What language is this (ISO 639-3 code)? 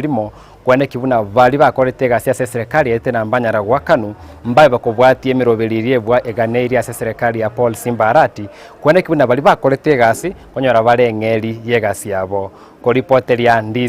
guz